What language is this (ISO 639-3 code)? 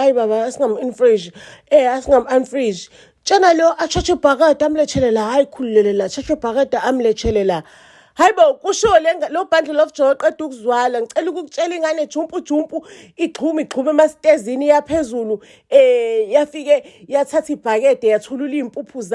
zul